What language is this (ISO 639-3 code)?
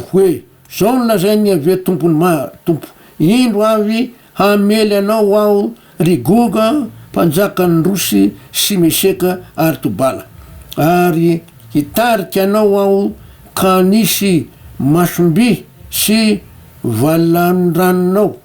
mlg